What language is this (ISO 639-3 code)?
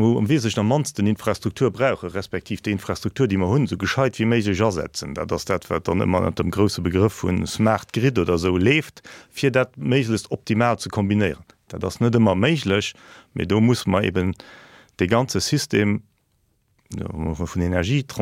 ltz